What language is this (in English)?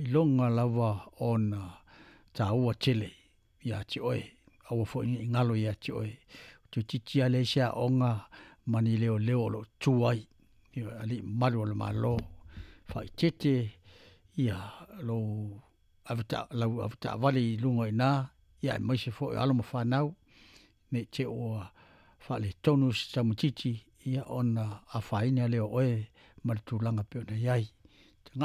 Samoan